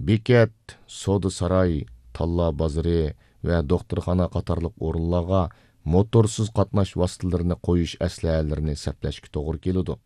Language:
Uyghur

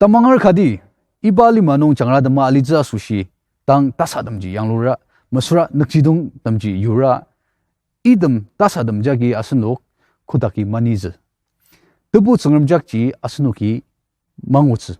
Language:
Ao Naga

